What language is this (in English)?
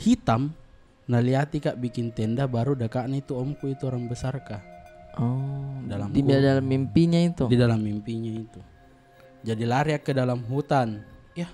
Makassar Malay